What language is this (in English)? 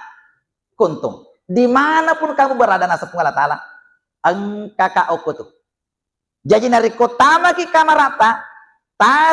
Buginese